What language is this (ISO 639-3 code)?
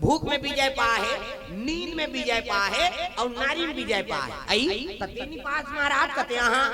hne